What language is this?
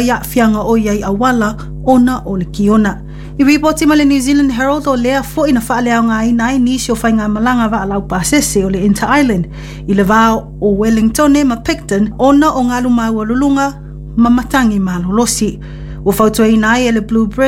Samoan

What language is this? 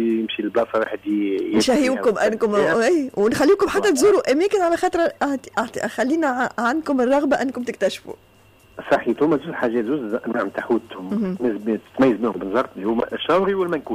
Tunisian Arabic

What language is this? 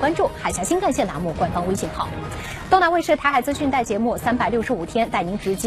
Chinese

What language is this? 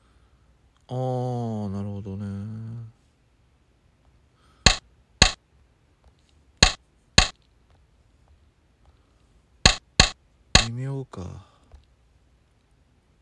Japanese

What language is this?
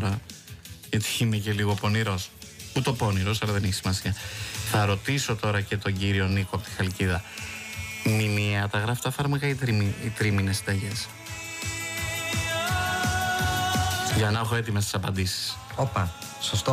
Greek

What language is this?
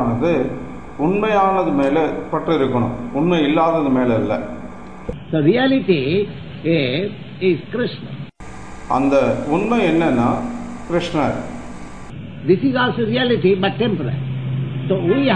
Tamil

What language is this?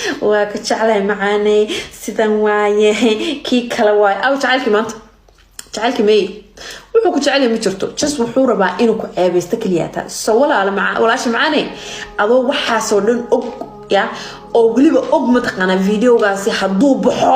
Somali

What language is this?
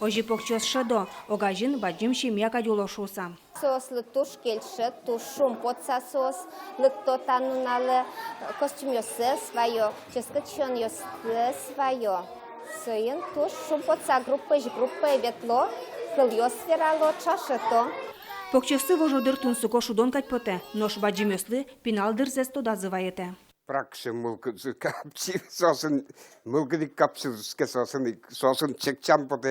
Udmurt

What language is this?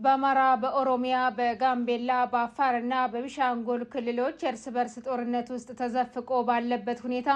Amharic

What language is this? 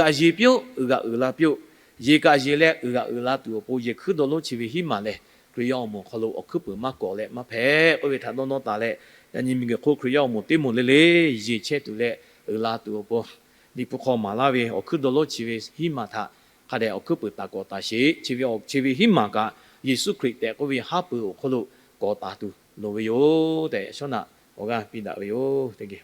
Lahu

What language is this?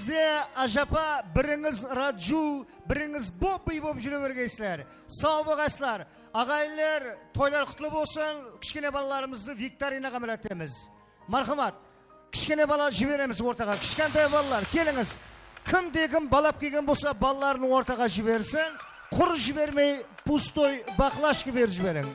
Kara-Kalpak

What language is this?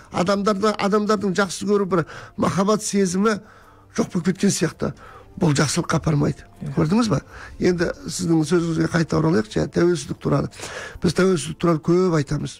Kazakh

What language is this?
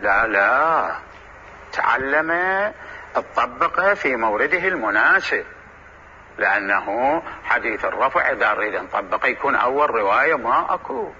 Mesopotamian Arabic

